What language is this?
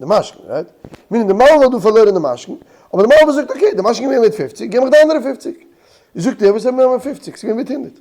Yiddish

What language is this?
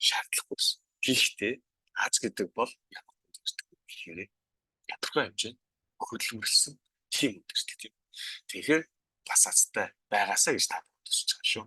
Mongolian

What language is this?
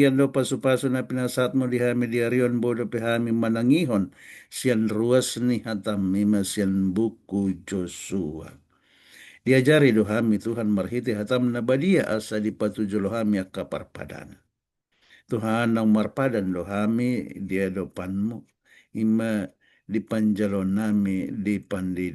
Batak Toba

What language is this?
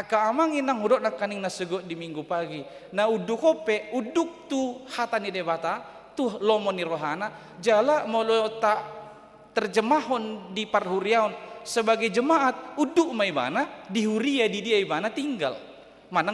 Batak Toba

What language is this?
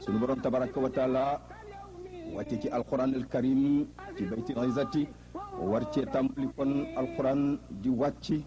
Wolof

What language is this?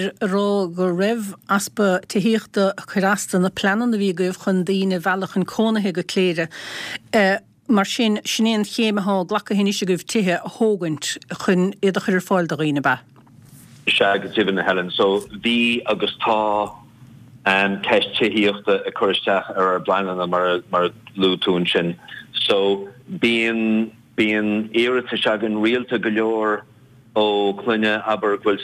Irish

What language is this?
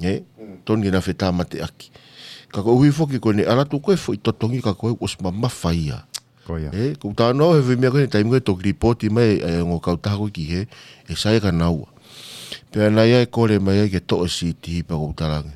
Tongan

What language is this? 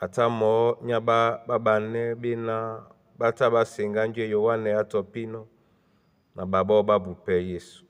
Duala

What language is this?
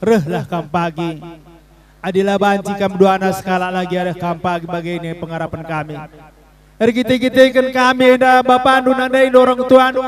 Batak Karo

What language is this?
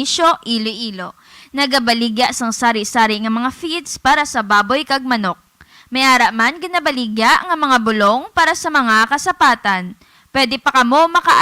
Hiligaynon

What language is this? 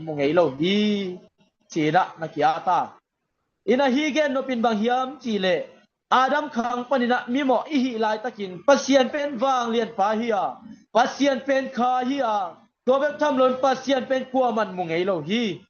Tedim Chin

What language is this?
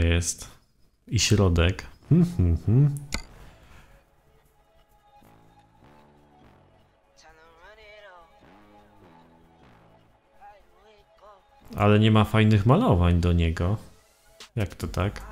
Polish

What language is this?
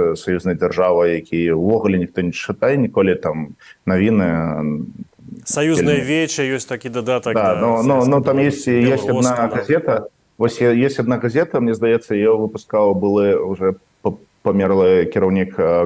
Belarusian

